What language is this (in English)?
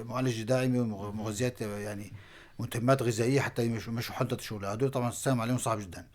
North Levantine Arabic